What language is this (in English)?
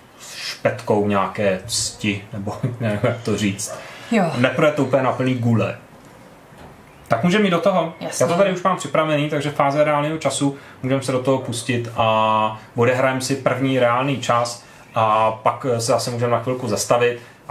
Czech